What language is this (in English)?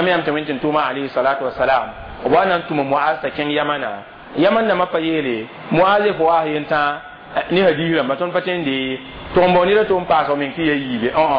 Mossi